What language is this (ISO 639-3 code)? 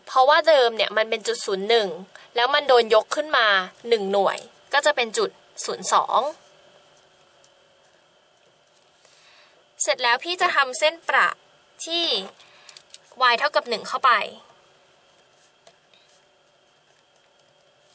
tha